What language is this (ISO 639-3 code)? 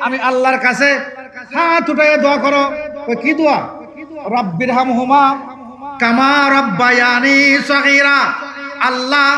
syl